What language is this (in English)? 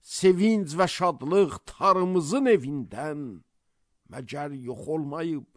Azerbaijani